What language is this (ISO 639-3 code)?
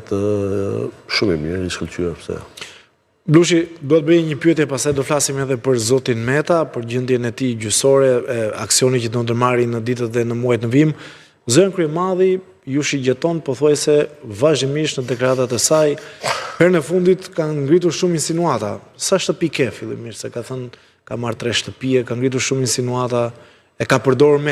sqi